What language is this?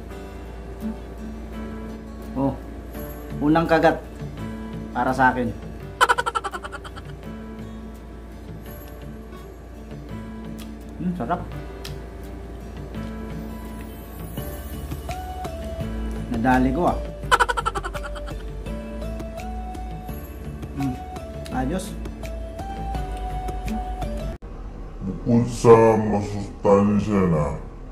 Filipino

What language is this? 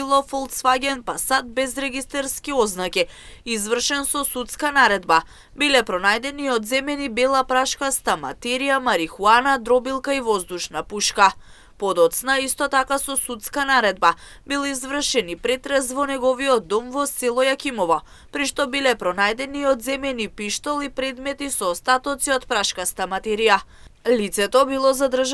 Macedonian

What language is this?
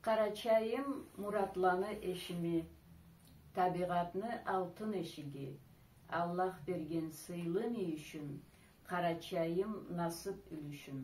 Karachay-Balkar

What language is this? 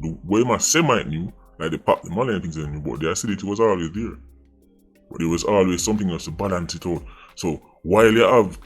Jamaican Creole English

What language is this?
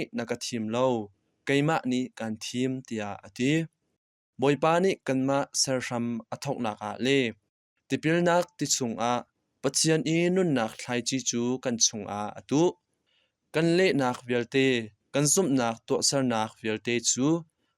Hakha Chin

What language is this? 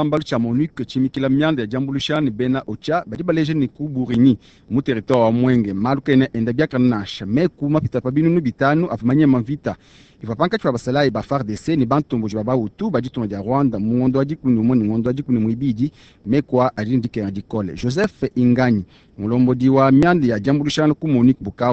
Luba-Lulua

